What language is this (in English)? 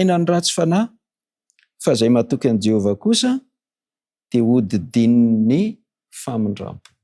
Malagasy